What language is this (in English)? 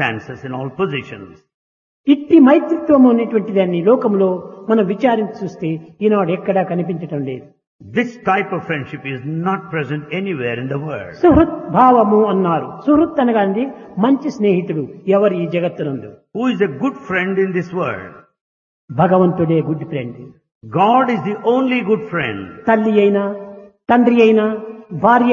Telugu